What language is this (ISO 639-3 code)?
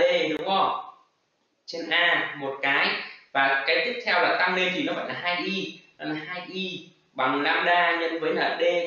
vie